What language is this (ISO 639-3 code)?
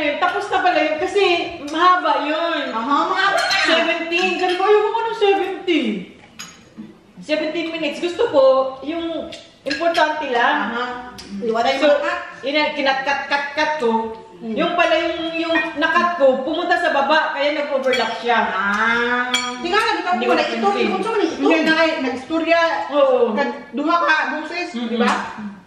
fil